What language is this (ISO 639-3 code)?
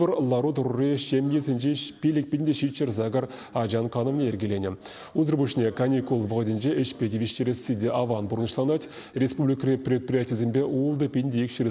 chv